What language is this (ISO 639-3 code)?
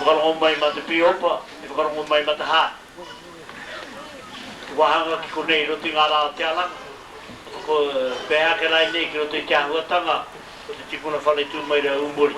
mri